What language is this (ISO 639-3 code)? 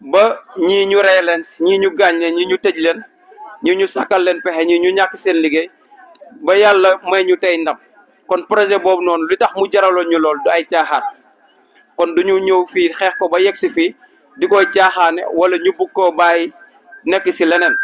wol